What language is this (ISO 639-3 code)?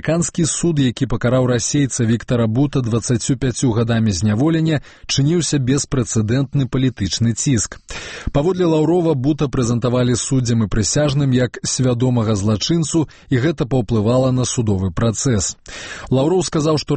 bel